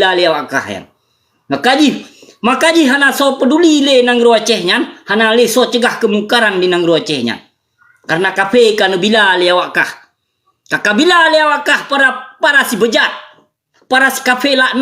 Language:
Achinese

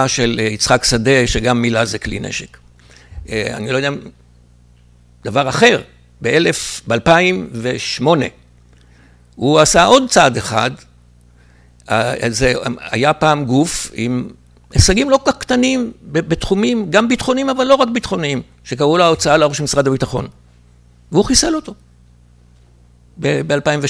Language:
Hebrew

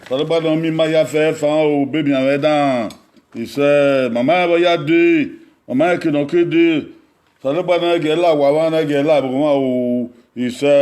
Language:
Bini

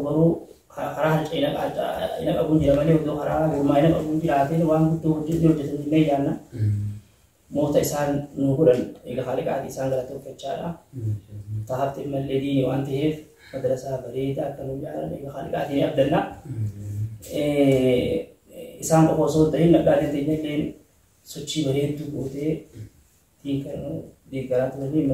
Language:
Oromo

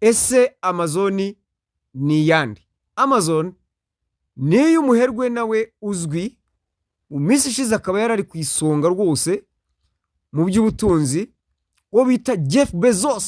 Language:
Kinyarwanda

